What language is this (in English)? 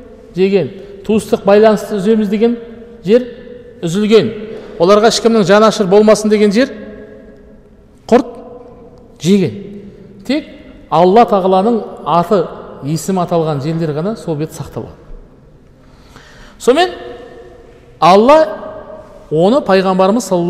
Kazakh